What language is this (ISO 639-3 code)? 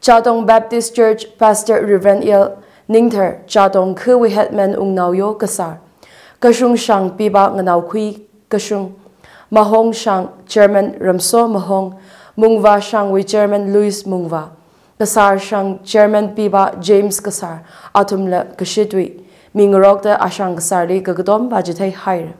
nmf